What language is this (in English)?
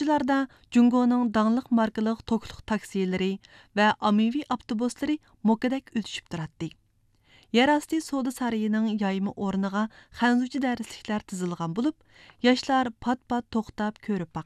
Uyghur